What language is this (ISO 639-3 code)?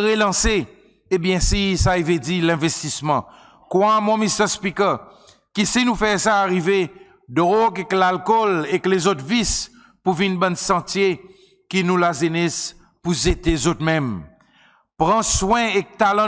crs